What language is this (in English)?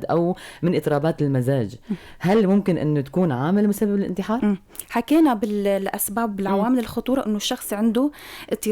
North Levantine Arabic